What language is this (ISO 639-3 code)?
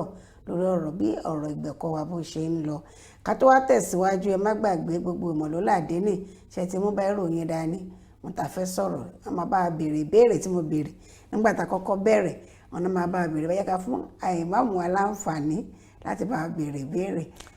yor